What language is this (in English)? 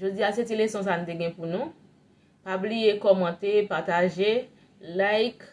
Haitian Creole